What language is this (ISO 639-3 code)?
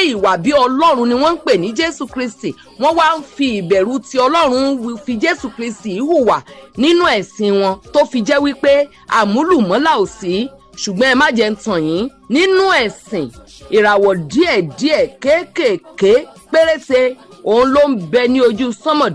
yor